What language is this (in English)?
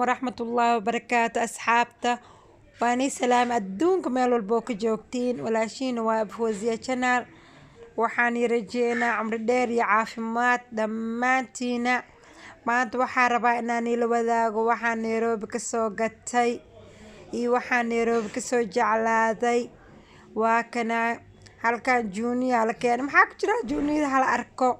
Somali